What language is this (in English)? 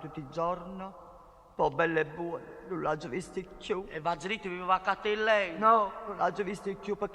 Neapolitan